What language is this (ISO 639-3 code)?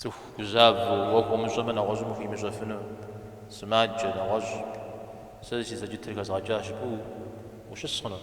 kbd